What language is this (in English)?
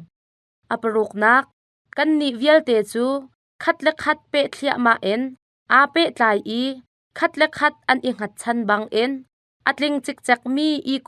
Hakha Chin